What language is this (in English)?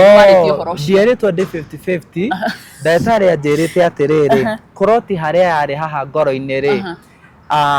Kikuyu